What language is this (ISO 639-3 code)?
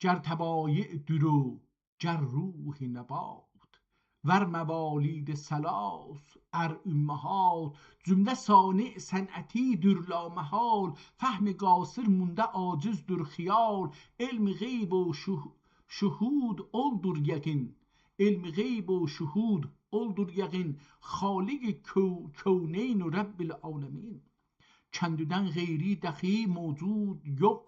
azb